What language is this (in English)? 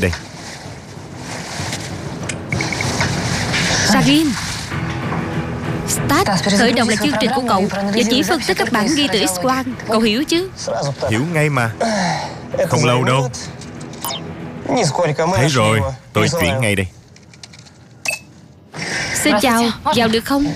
Vietnamese